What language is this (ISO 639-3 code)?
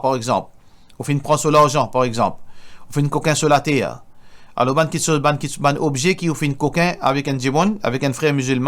mfe